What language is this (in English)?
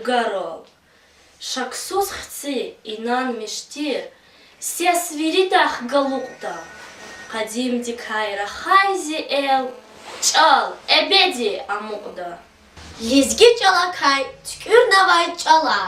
Lezghian